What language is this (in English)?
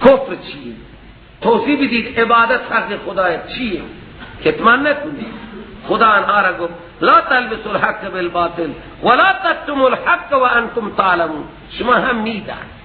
Persian